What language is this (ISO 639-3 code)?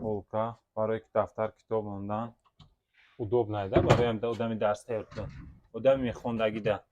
tgk